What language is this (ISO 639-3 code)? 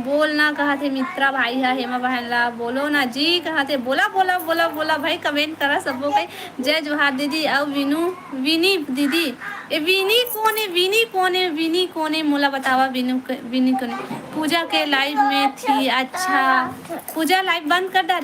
hne